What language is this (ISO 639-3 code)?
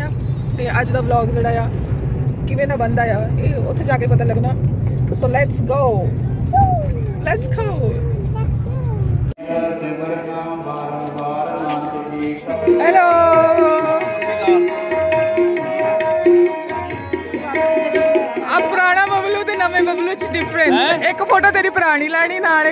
pan